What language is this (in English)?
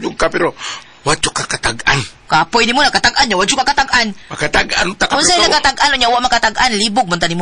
Cebuano